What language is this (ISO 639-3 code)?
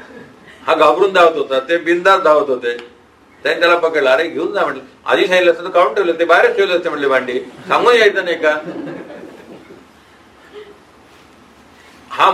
mar